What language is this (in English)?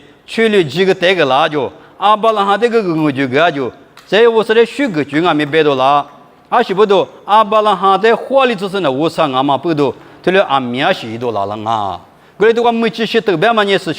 Lisu